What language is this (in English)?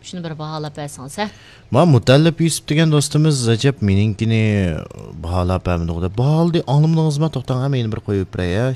Uyghur